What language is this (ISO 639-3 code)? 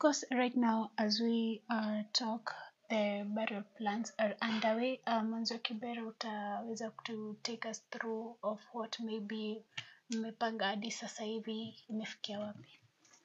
swa